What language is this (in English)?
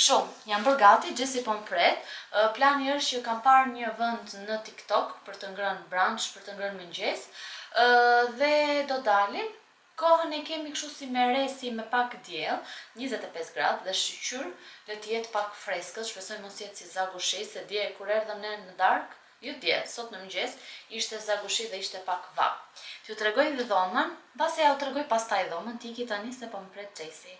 Albanian